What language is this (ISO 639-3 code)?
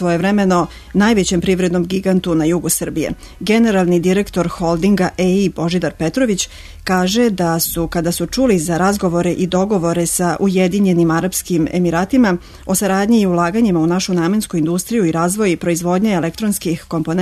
srp